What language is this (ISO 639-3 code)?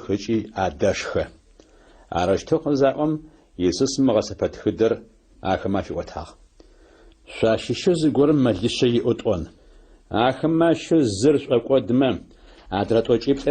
ady